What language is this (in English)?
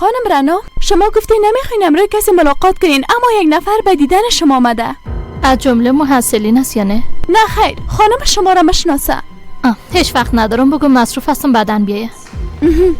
Persian